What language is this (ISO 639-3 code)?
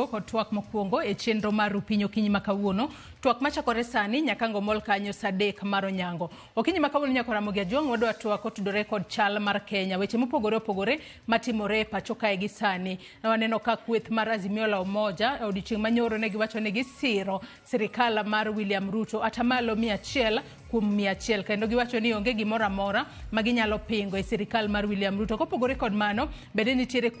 luo